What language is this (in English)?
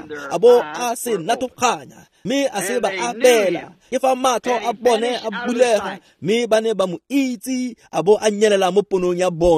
Tswana